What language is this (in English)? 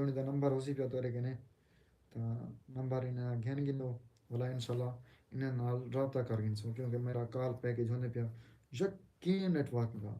Saraiki